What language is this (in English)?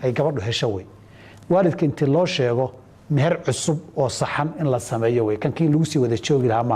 Somali